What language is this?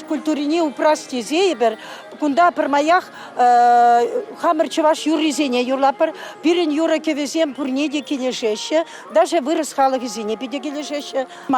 Chuvash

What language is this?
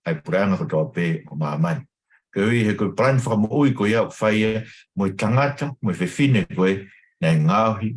Tongan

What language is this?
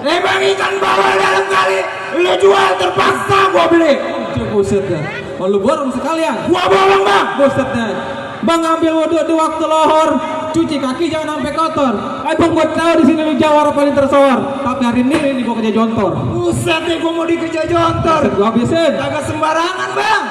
Betawi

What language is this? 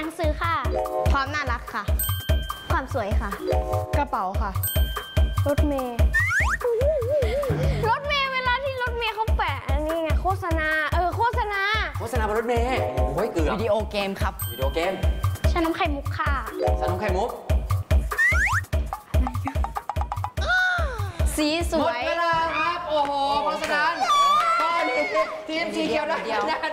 Thai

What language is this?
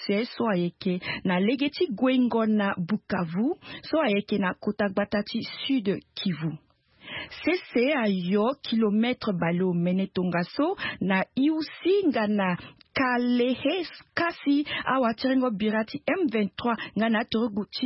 Sango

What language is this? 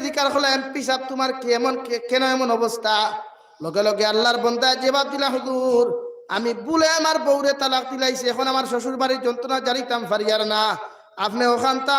Sylheti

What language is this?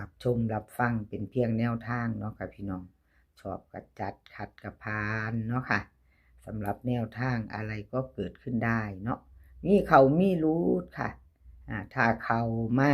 Northeastern Thai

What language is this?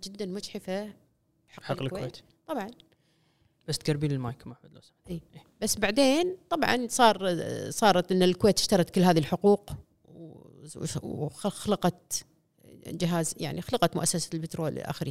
Gulf Arabic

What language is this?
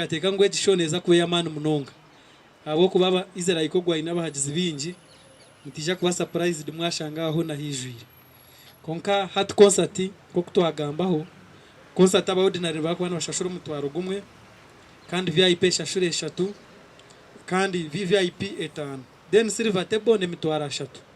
Nyankole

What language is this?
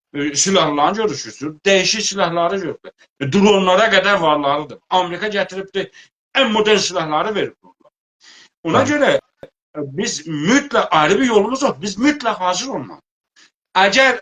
South Azerbaijani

